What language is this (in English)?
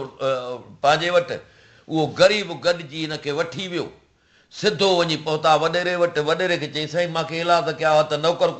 Sindhi